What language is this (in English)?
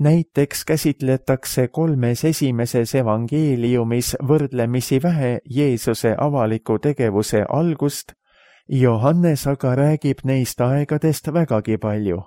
Estonian